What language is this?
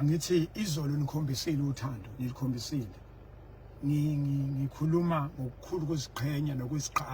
Zulu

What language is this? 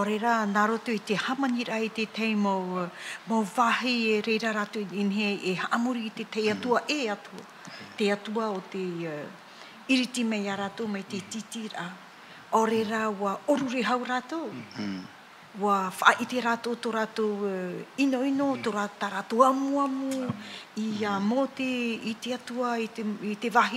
Tahitian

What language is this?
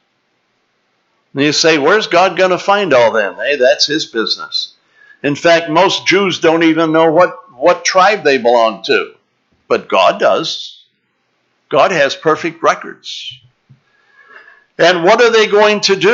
English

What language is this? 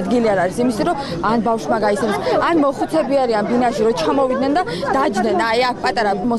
Georgian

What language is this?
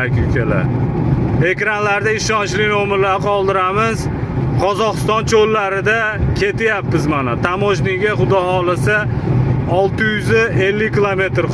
Uzbek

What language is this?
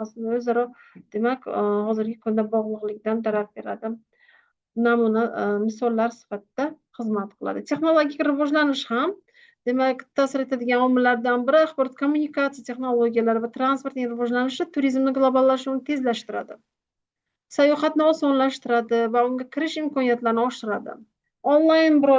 Uzbek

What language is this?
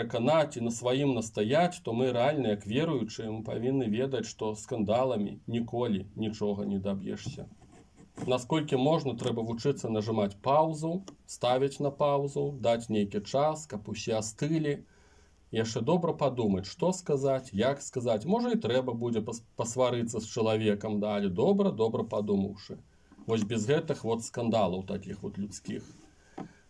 Belarusian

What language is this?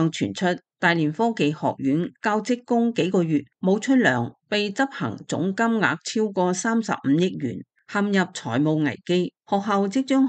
Cantonese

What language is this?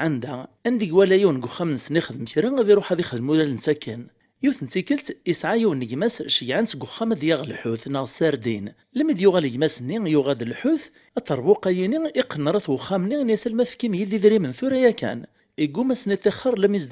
Kabyle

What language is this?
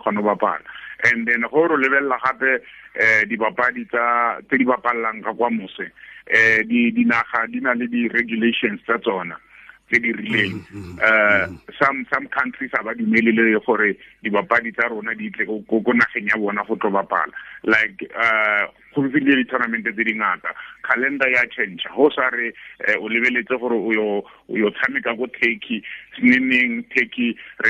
Tswana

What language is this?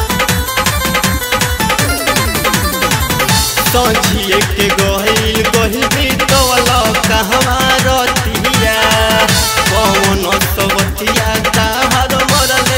Bhojpuri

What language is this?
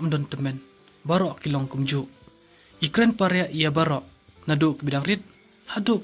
Khasi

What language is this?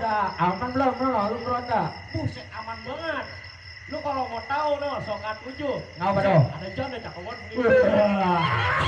Betawi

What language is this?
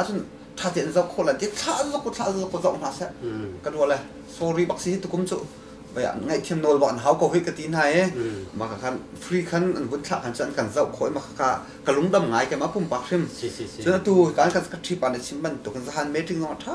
Hakha Chin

